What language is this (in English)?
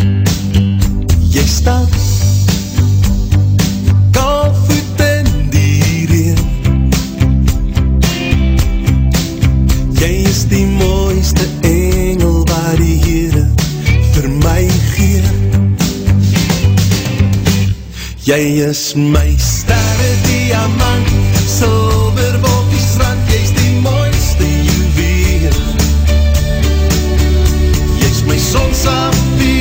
Afrikaans